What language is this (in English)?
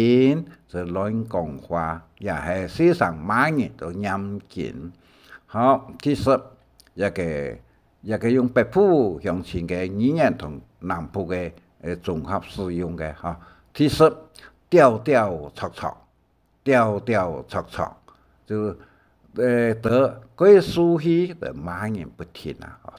Hakka Chinese